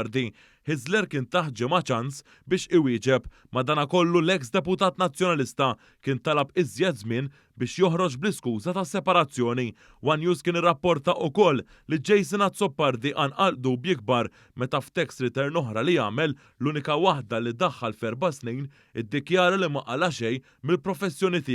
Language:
Maltese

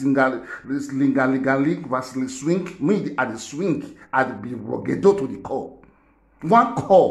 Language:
Nigerian Pidgin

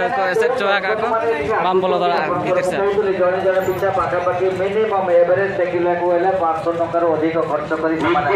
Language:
Santali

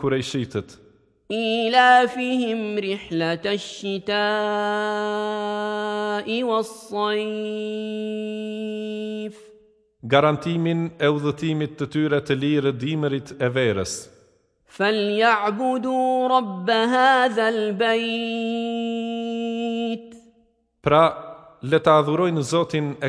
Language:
Albanian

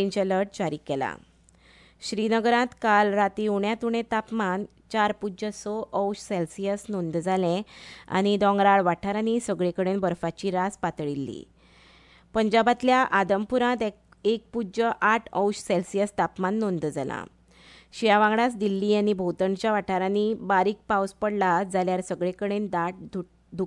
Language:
Konkani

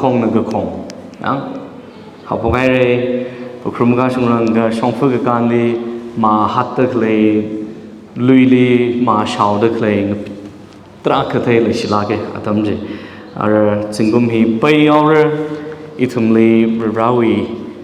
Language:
Tangkhul Naga (India)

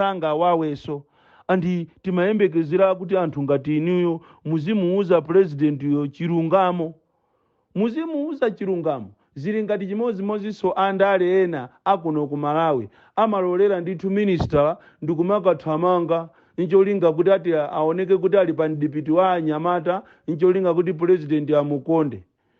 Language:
Nyanja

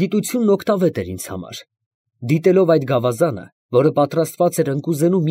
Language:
Armenian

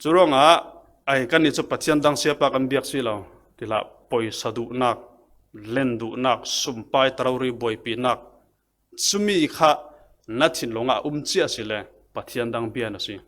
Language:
Falam Chin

